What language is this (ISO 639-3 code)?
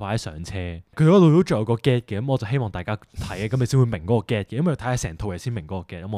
yue